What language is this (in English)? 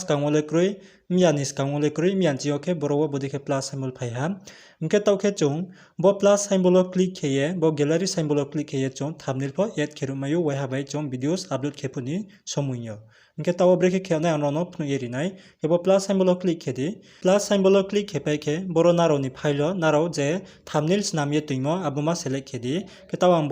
Riang (India)